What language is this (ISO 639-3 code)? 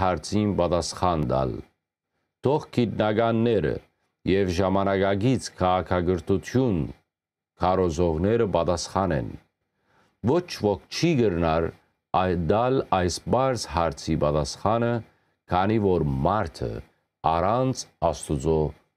hyw